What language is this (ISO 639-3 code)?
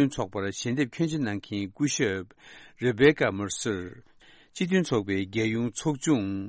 bod